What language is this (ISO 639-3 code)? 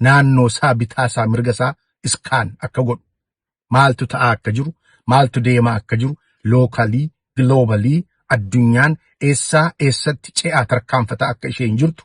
orm